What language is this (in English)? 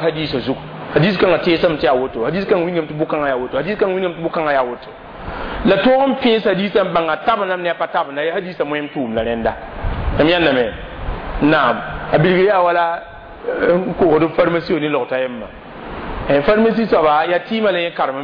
Mossi